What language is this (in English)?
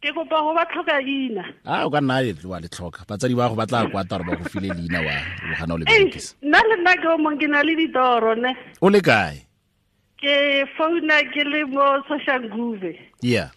Tswana